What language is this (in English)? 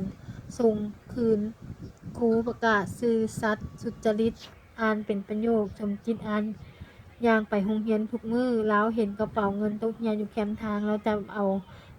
Lao